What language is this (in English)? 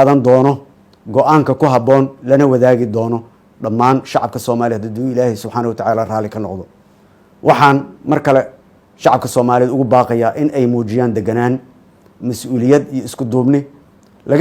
Somali